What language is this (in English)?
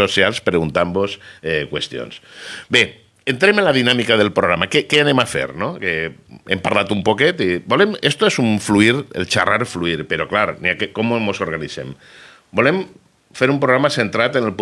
Catalan